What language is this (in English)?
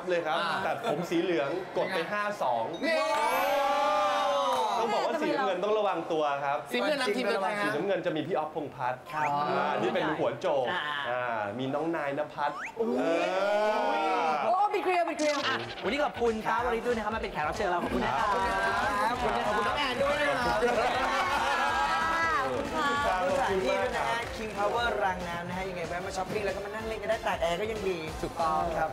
Thai